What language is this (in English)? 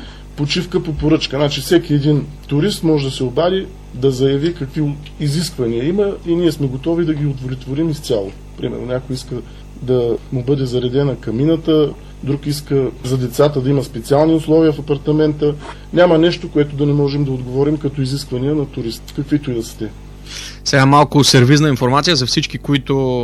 Bulgarian